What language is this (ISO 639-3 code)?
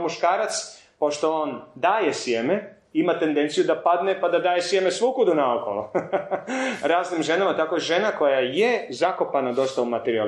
hrv